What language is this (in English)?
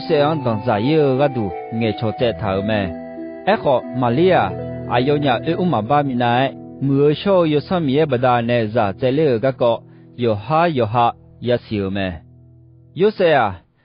Akha